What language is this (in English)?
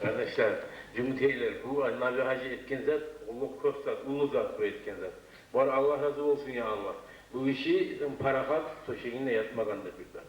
Kumyk